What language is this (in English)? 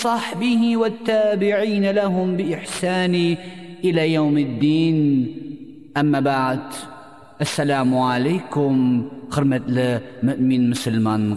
Tatar